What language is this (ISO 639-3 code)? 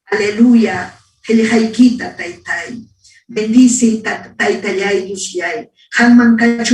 quy